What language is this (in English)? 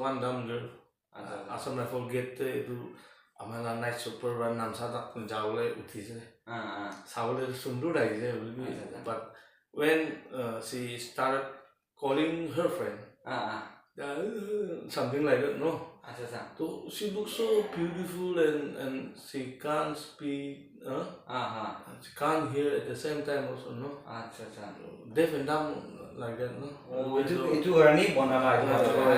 Naga Pidgin